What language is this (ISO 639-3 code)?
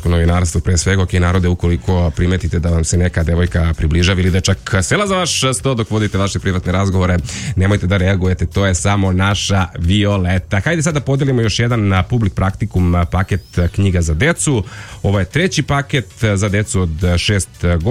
srp